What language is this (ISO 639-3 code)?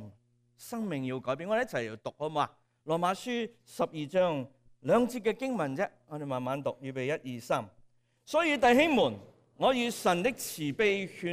yue